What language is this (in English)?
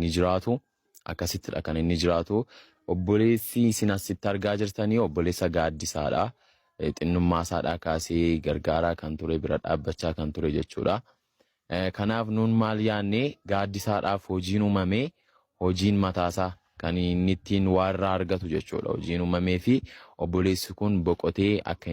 Oromo